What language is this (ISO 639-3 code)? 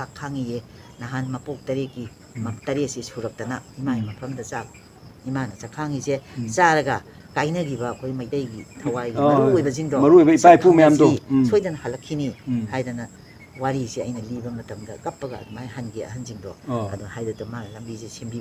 mni